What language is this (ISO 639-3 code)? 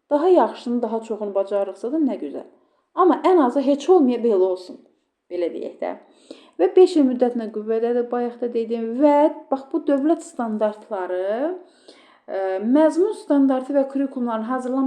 aze